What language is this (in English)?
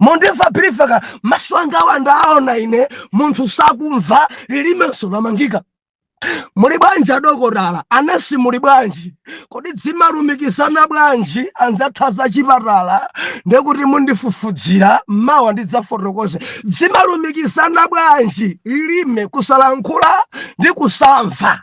Nyanja